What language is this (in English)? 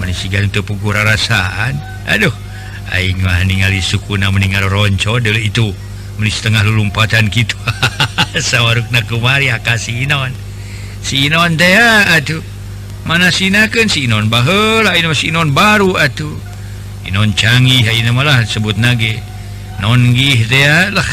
Sundanese